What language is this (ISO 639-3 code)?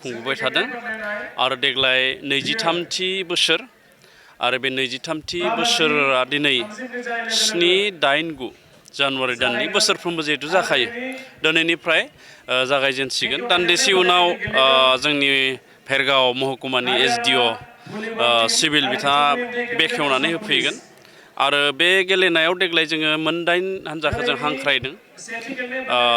brx